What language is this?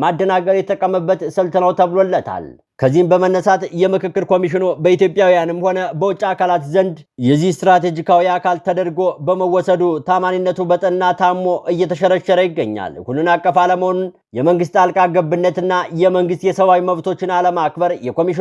Amharic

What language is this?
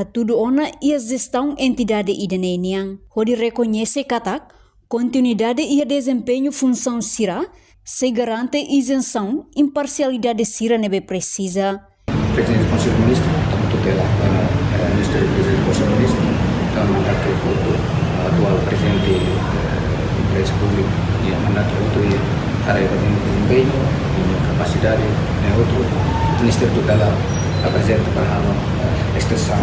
Tetum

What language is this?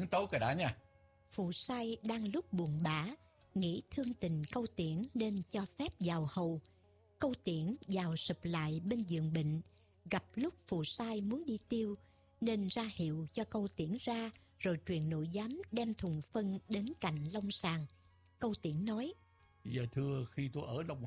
Vietnamese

